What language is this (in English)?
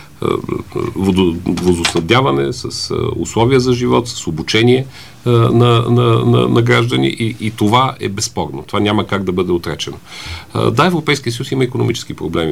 Bulgarian